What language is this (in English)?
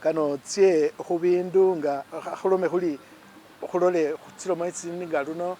Masaaba